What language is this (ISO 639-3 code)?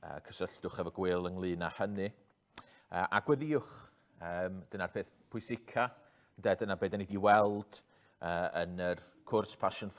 cym